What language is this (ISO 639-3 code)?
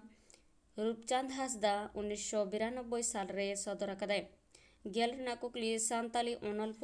sat